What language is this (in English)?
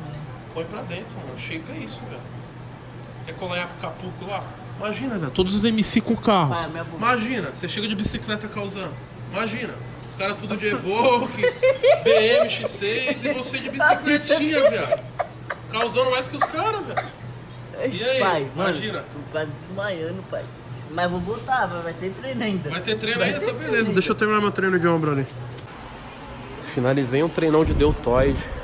Portuguese